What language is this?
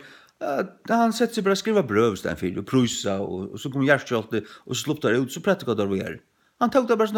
Faroese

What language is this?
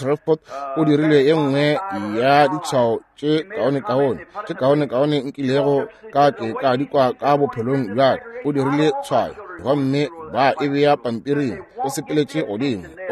Northern Sotho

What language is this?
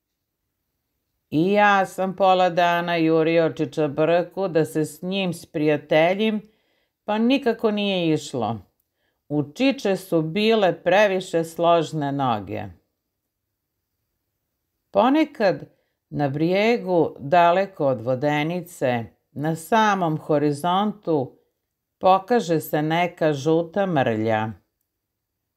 Serbian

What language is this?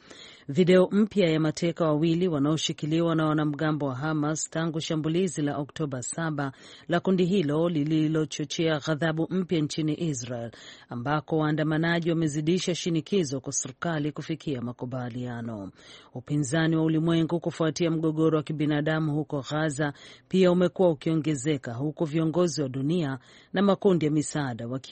Swahili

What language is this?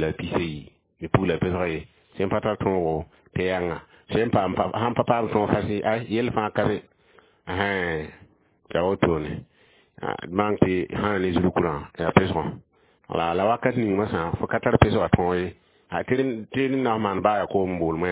Mossi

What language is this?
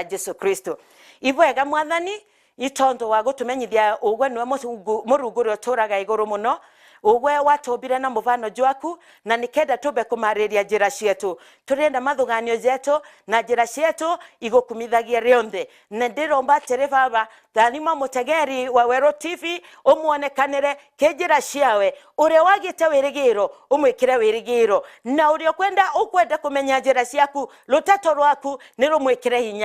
Meru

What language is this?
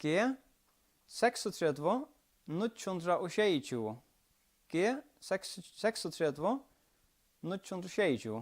Faroese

